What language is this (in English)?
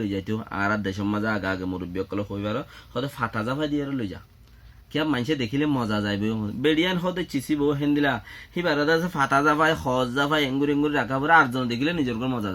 Rohingya